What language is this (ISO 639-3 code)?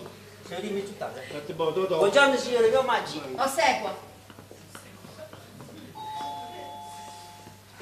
ita